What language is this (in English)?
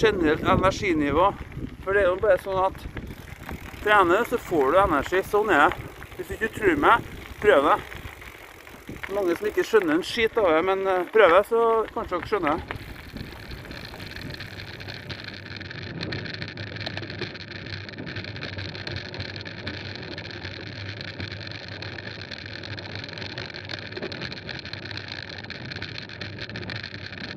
Norwegian